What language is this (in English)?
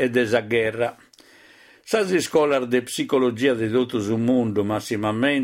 Sardinian